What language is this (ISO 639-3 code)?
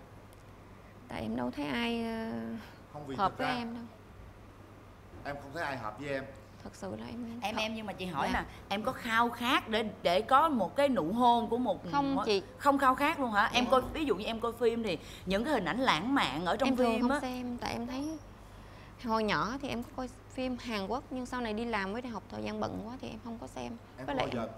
vie